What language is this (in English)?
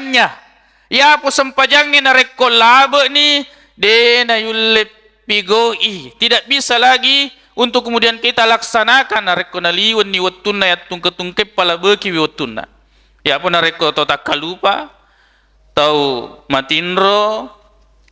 Buginese